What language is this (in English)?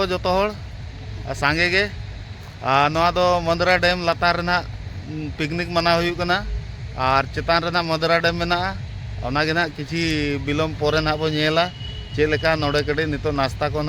Santali